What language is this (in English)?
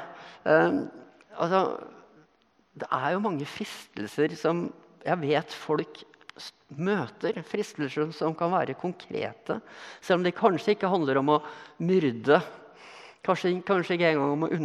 Norwegian